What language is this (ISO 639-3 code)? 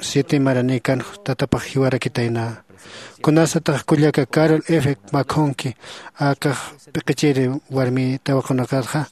aym